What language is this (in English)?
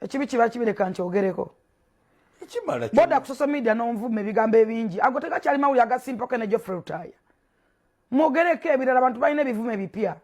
Ganda